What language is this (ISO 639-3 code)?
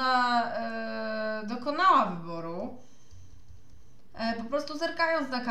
pol